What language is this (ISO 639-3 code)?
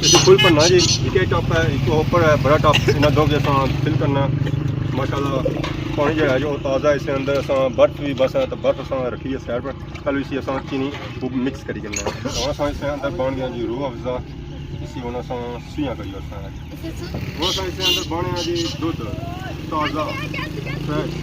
phr